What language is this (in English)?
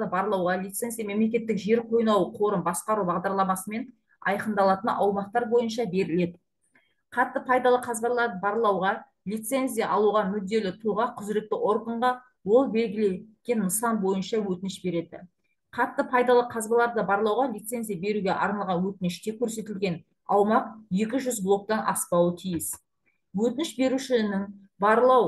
Kazakh